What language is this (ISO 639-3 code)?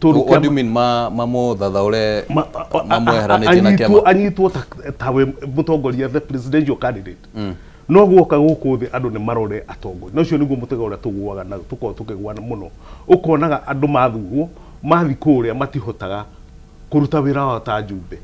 kik